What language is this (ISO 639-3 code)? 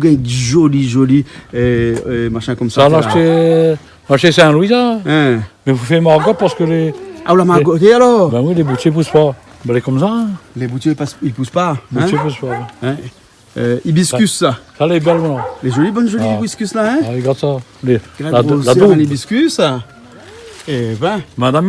rcf